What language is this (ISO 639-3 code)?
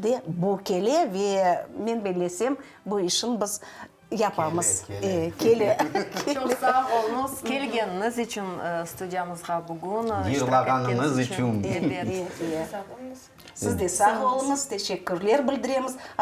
crh